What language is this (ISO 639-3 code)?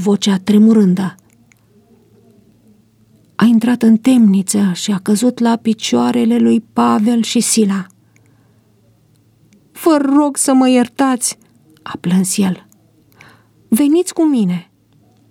ron